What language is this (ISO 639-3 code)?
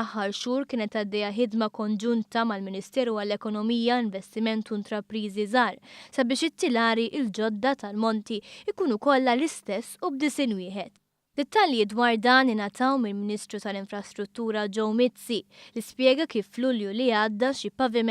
mlt